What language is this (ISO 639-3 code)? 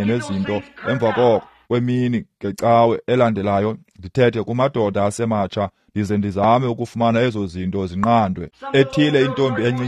xho